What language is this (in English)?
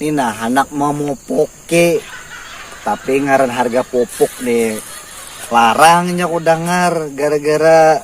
Banjar